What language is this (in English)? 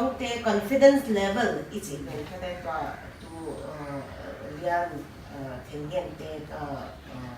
Paite Chin